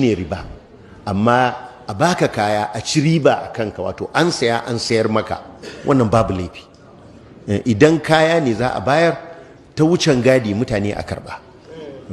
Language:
Hausa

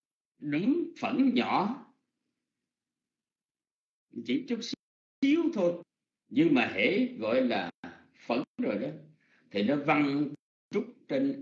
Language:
Vietnamese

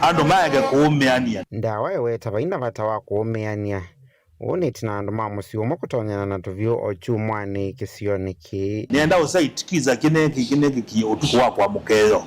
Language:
Kamba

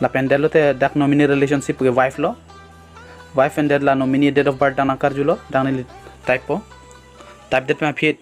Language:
Karbi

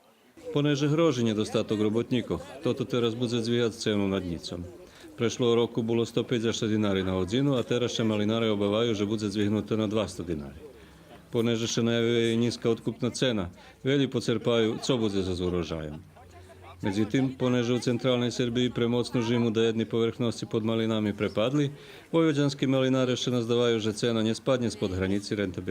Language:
Rusyn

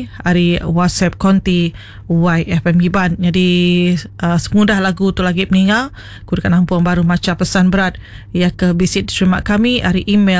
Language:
Iban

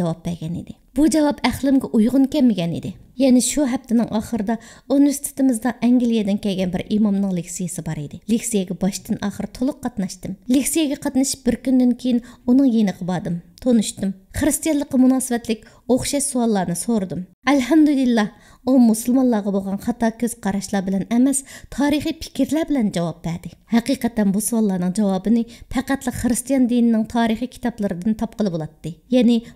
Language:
Uyghur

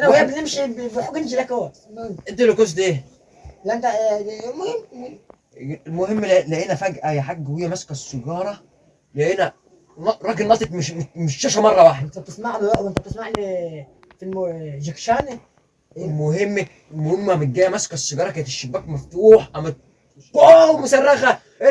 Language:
Egyptian Arabic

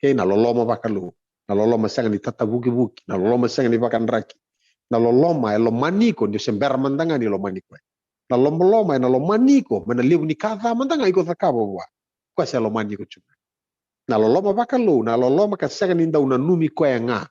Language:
Fijian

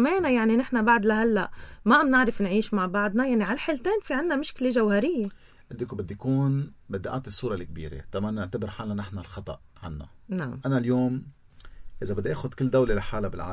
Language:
North Levantine Arabic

